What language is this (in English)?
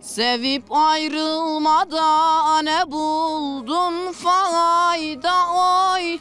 Zaza